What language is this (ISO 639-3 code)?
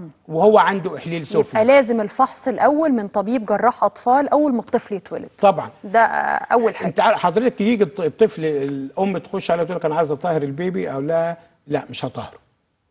arz